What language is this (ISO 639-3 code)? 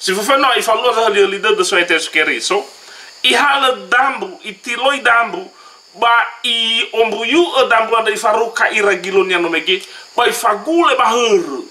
nia